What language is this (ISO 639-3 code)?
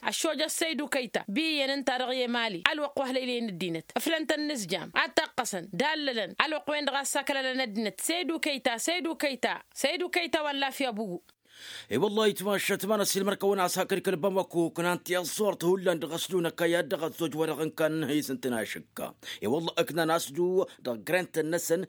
taq